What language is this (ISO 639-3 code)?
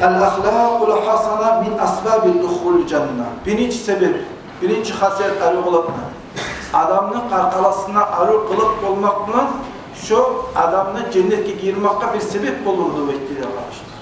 kum